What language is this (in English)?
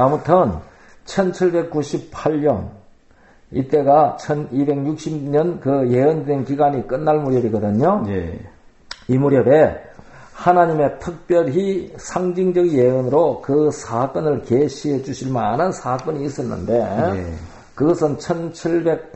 Korean